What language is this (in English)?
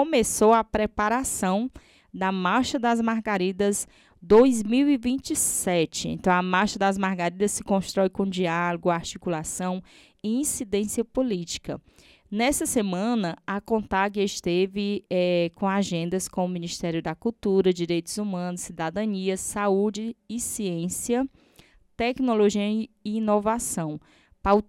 Portuguese